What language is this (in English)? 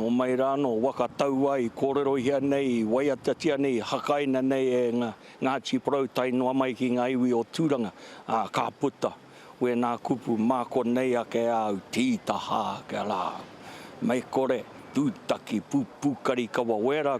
Māori